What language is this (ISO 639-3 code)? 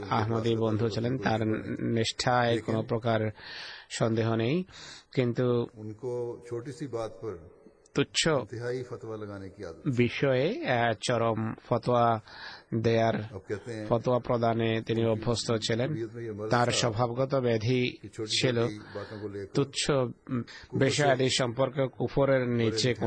ben